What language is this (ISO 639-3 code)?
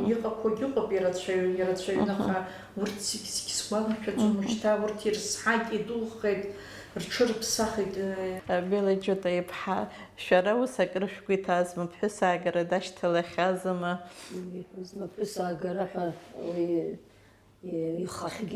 abk